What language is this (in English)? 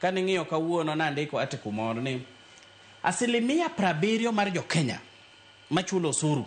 Luo (Kenya and Tanzania)